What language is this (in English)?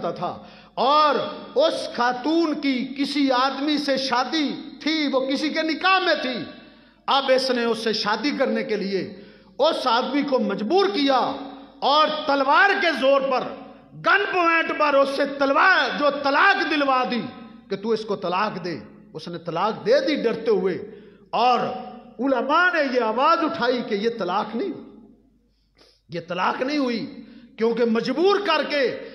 Urdu